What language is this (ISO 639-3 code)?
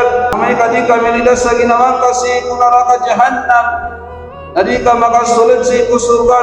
mrw